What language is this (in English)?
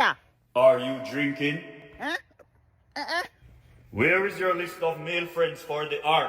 Jamaican Creole English